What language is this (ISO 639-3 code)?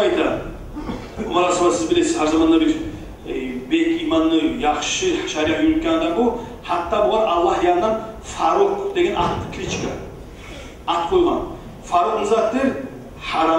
kum